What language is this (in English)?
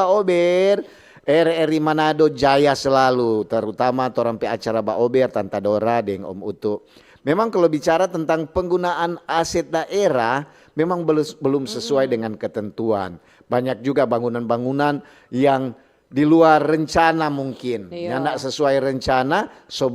Manado Malay